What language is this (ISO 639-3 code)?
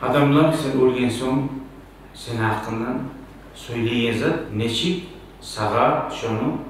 kum